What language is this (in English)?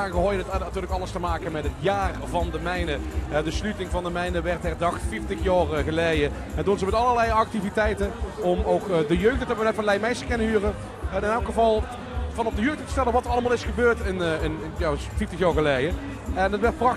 Limburgish